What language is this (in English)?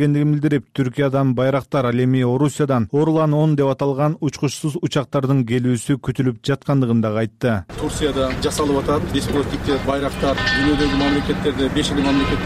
Kyrgyz